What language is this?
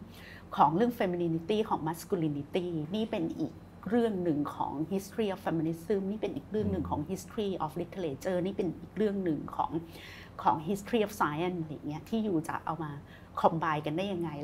Thai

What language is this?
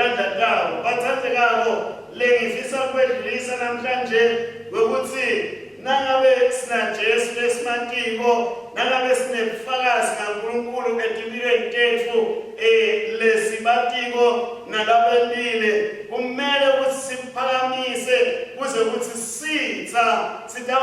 Swati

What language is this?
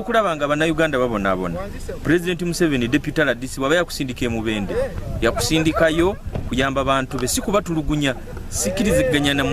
Ganda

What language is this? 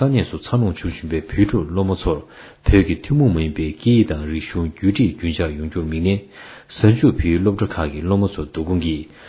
Tibetan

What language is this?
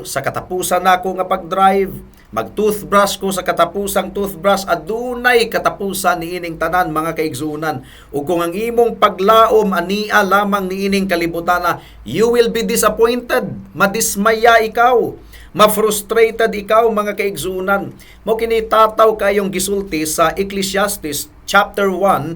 Cebuano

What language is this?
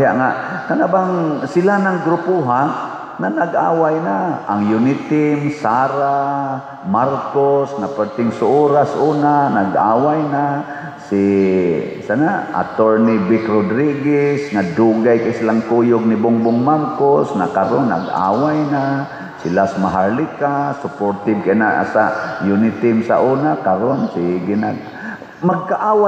Cebuano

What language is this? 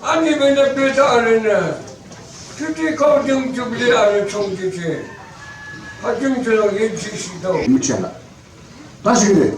Yimchungru Naga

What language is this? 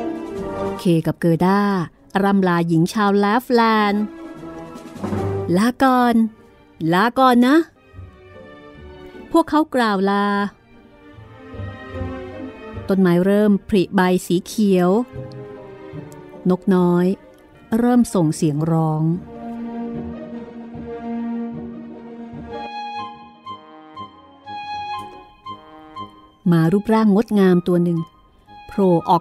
Thai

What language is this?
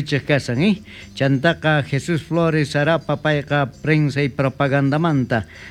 South Bolivian Quechua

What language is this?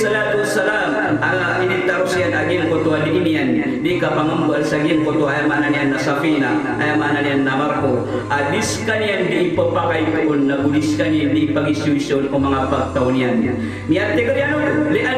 Maranao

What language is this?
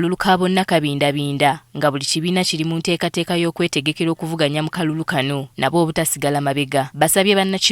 Ganda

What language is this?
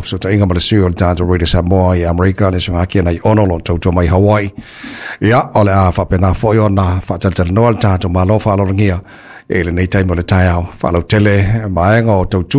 Samoan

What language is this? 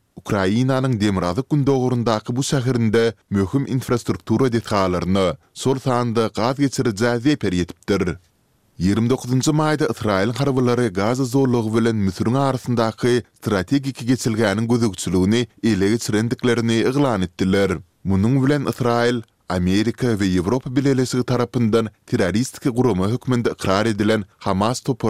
Turkmen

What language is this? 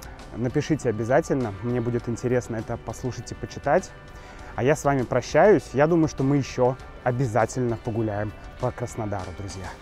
Russian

